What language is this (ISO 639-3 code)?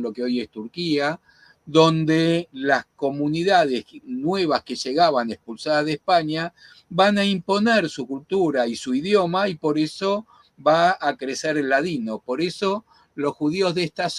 lad